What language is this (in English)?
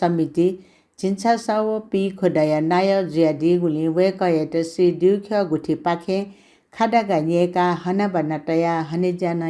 Newari